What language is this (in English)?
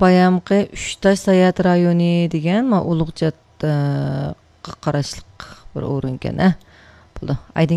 Uyghur